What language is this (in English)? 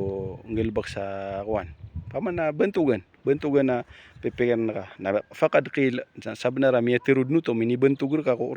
Maranao